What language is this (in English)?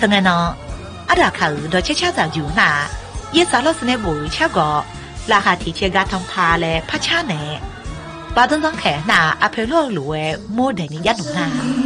Akha